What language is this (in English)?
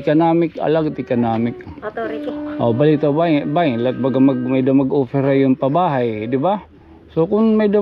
Waray